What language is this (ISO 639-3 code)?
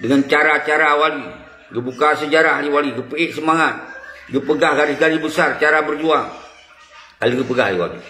ace